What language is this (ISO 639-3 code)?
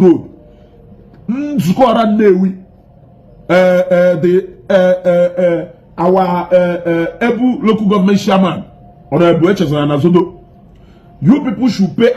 ibo